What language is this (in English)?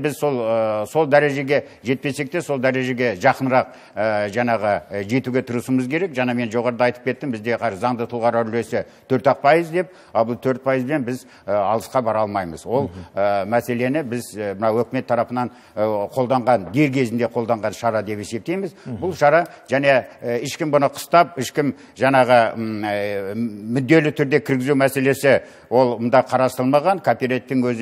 Kazakh